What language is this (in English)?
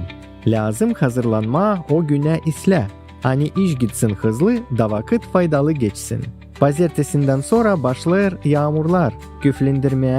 Gagauz